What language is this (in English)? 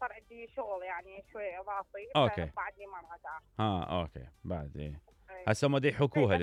Mesopotamian Arabic